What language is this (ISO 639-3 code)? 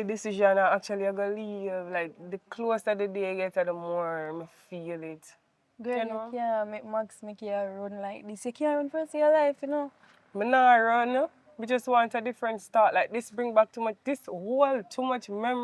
jam